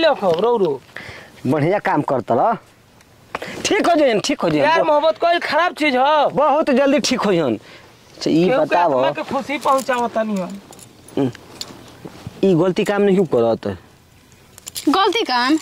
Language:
Bhojpuri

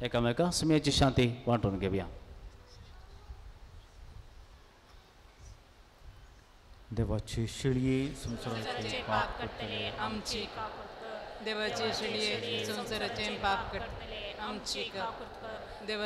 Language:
Konkani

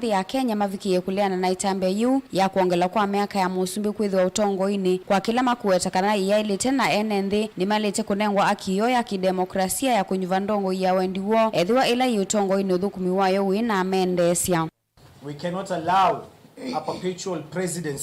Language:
Kamba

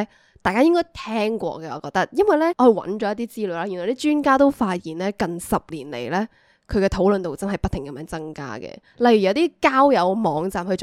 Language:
Cantonese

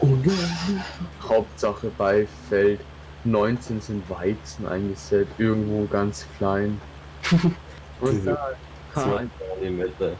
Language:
Bavarian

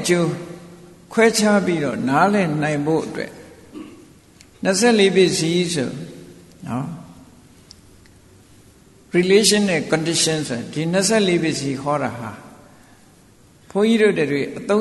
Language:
Burmese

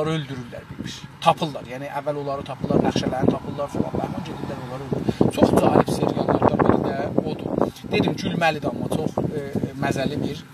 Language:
South Azerbaijani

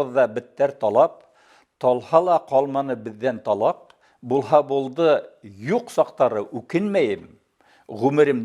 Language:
Bashkir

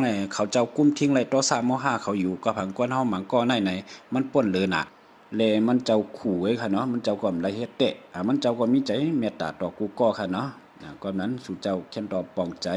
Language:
Shan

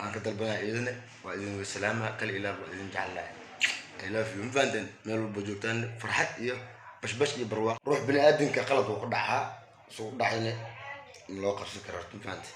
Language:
Somali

